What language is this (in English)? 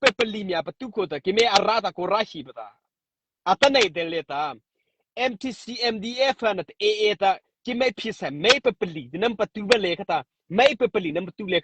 Mara Chin